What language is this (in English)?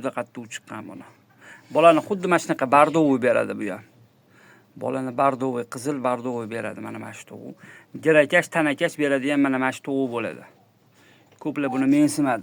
Uzbek